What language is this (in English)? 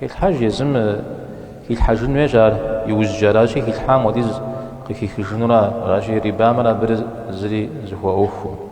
Kabardian